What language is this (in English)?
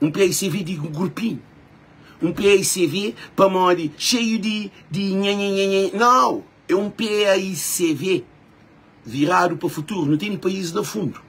Kabuverdianu